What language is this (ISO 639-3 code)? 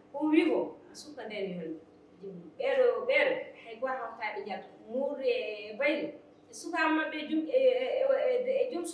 ful